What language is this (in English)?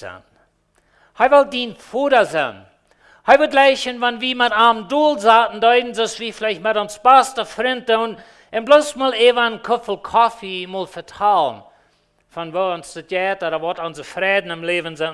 Plautdietsch